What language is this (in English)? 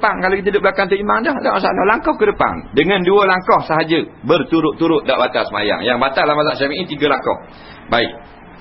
Malay